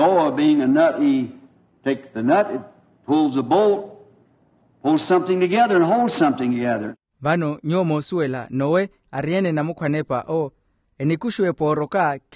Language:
Makhuwa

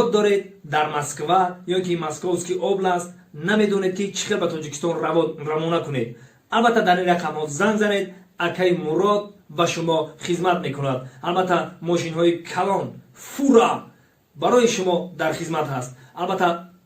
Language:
Tajik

